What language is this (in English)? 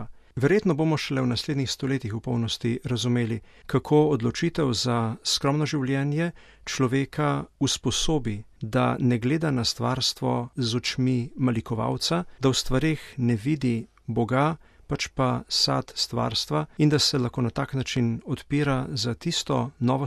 Slovenian